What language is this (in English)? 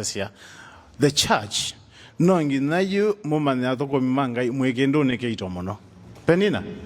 Kamba